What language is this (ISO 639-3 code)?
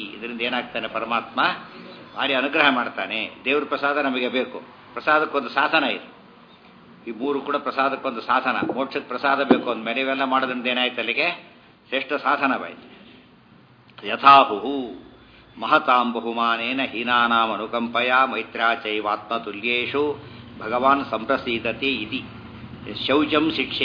kan